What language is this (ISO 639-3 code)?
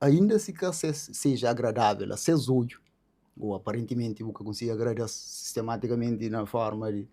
kea